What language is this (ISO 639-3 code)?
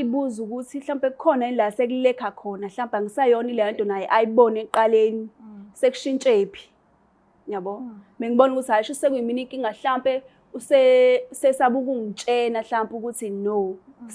zul